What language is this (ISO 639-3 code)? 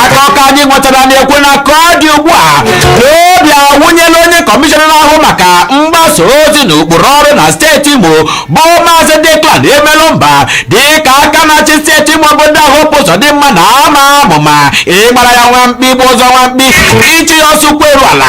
ibo